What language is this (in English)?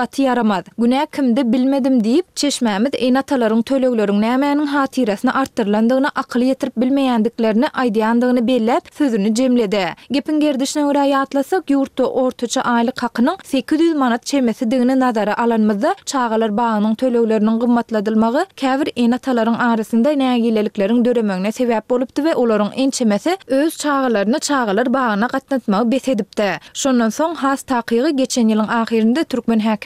Turkmen